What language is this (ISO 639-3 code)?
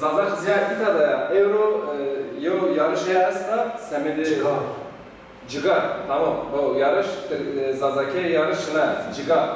zza